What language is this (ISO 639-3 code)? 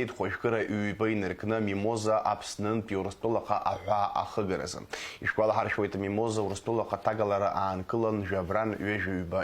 abk